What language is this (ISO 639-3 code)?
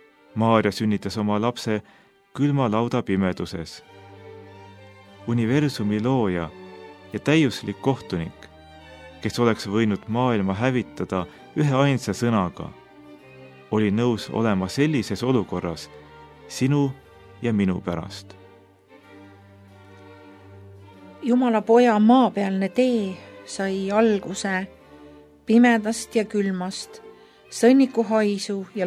est